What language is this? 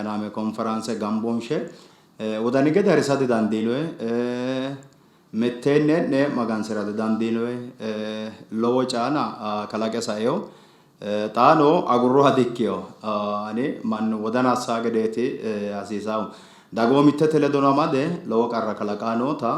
Sidamo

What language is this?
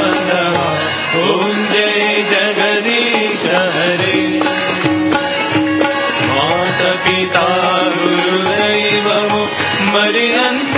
Telugu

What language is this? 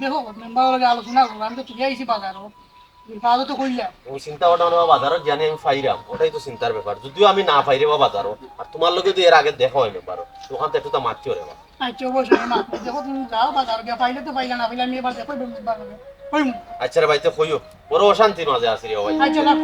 Sylheti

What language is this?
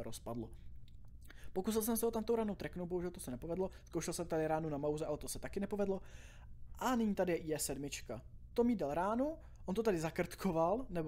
Czech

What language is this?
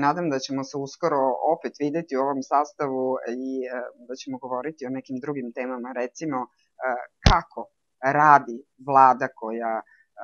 Serbian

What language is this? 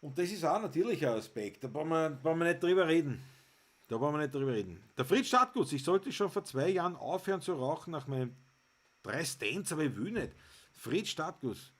Bavarian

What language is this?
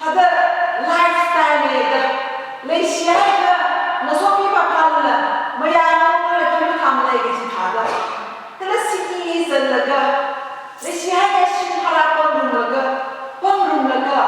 Tangkhul Naga (India)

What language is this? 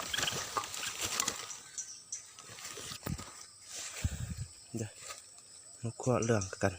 Lao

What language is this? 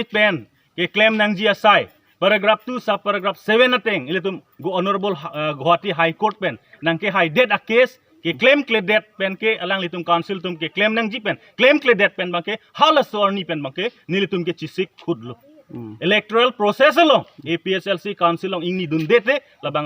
Karbi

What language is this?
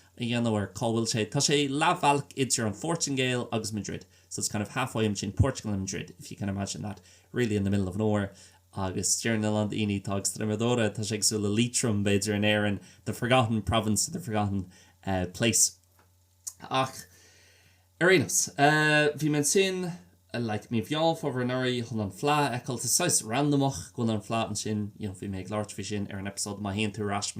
Irish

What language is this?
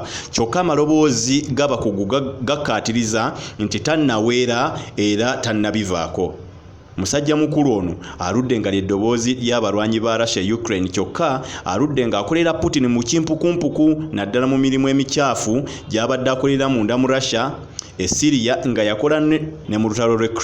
Ganda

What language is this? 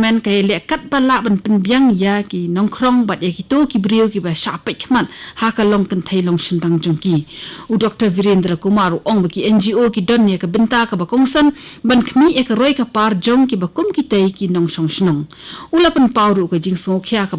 Khasi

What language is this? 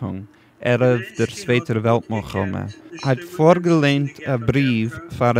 Yiddish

